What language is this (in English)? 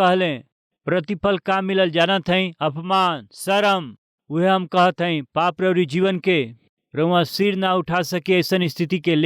Bhojpuri